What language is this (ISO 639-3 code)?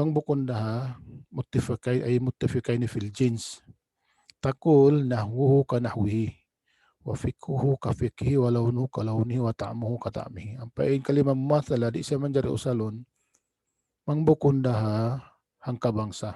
tsg